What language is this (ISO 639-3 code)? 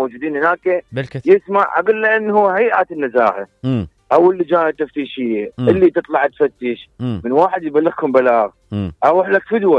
acm